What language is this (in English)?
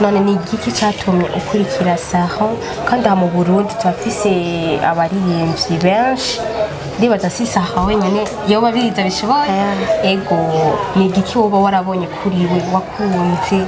Rundi